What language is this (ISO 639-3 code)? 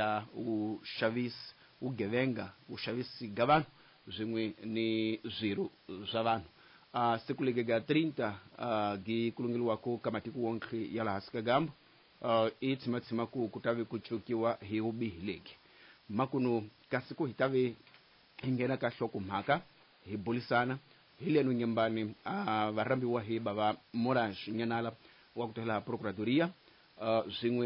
tso